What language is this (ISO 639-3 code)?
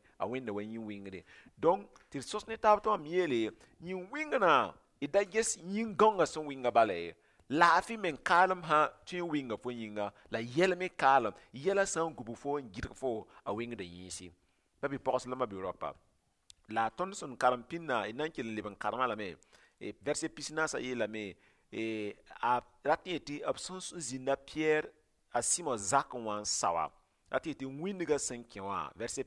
mos